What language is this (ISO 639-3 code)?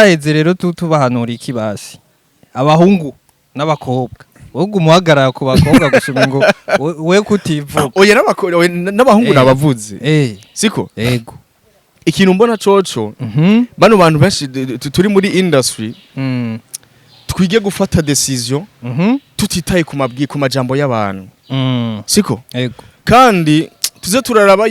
run